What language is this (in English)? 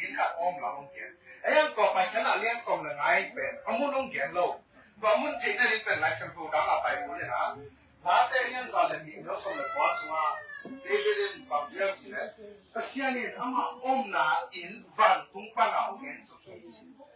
Tedim Chin